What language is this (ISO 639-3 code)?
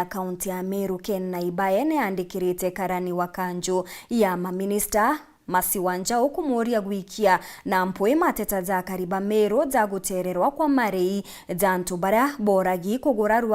mer